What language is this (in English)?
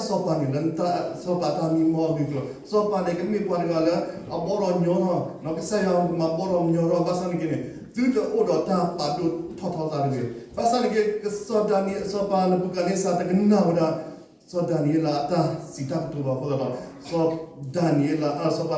S'gaw Karen